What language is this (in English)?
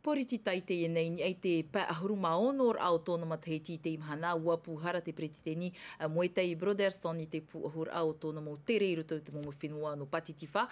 Tahitian